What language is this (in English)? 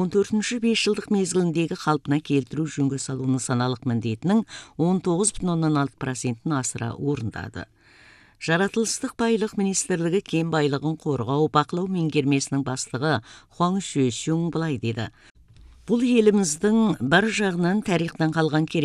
Kazakh